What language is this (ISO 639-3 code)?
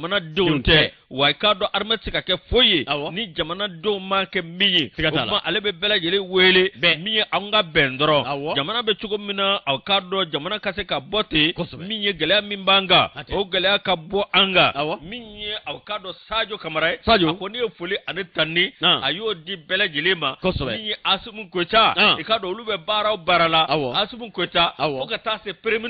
bam